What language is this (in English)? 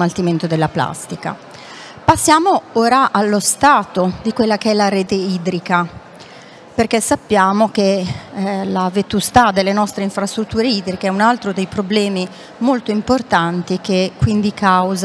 Italian